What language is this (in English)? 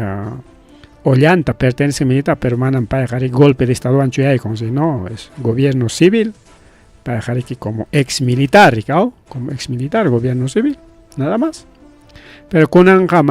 Ayacucho Quechua